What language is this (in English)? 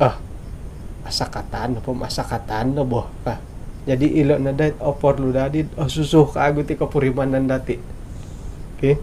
Central Dusun